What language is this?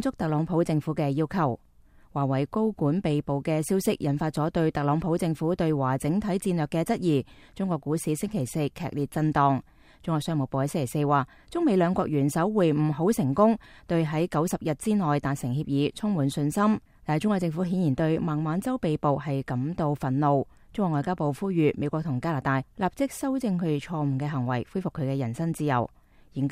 Cantonese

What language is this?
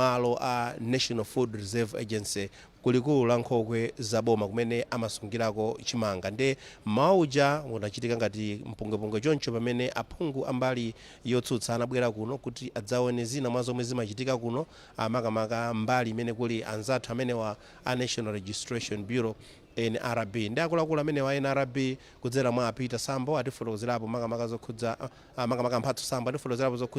Nyanja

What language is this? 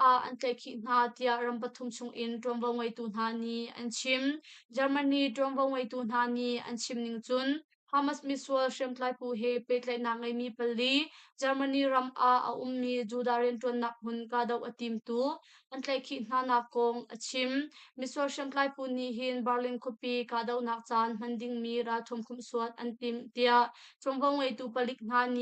Hakha Chin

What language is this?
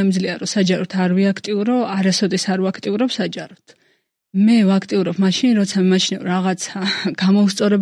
Georgian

